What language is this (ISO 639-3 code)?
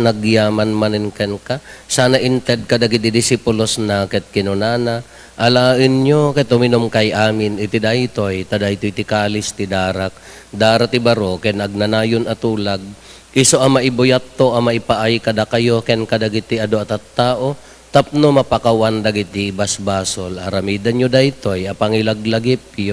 ilo